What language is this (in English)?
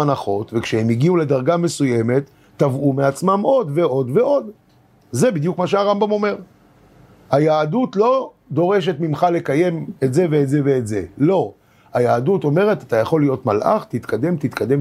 Hebrew